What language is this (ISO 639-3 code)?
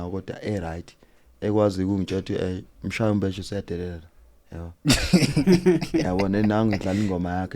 zul